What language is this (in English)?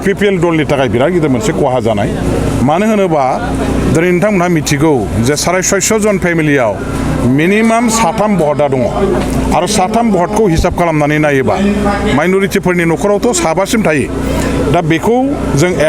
Bodo